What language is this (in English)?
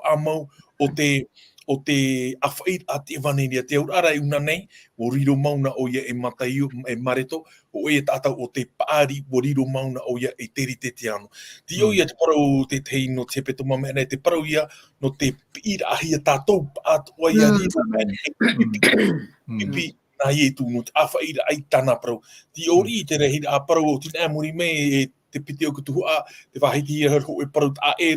Tahitian